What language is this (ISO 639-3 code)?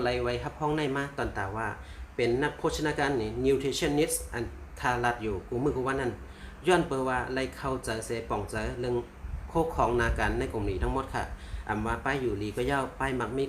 shn